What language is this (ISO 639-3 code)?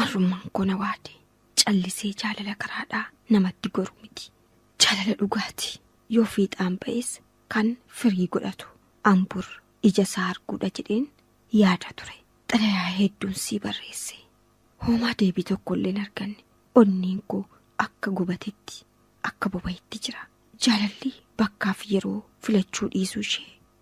orm